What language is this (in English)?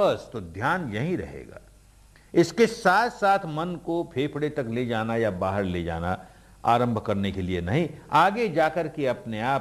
Hindi